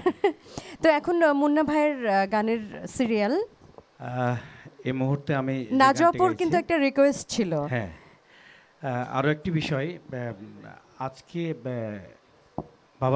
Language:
Bangla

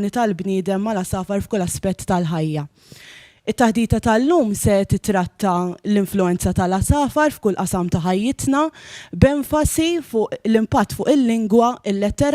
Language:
Maltese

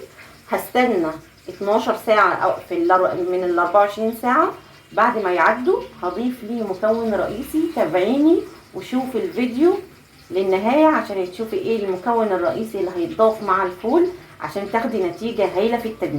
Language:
Egyptian Arabic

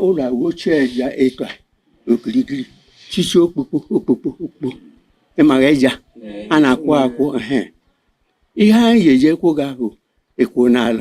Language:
Igbo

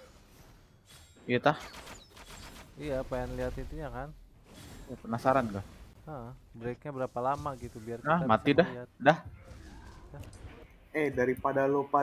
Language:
Indonesian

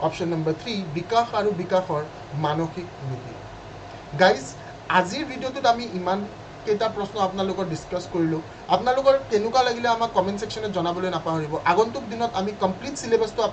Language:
Assamese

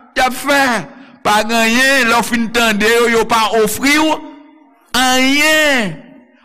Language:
Haitian Creole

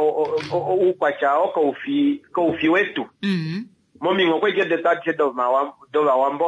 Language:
Kuanyama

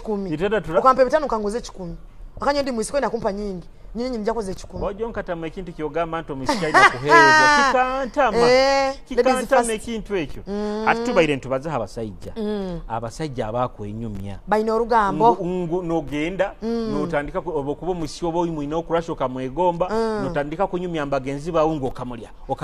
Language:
Nyoro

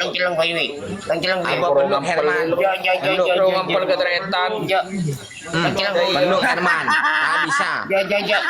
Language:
Madurese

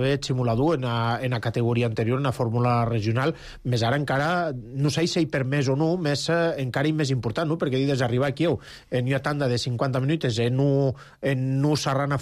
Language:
Catalan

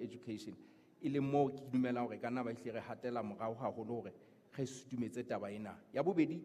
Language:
Southern Sotho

